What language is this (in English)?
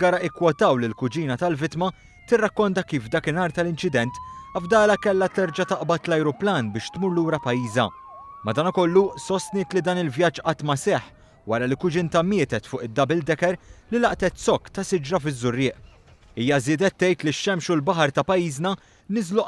Maltese